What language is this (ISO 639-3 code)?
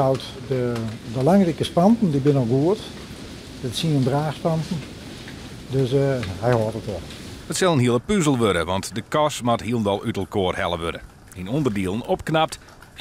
fry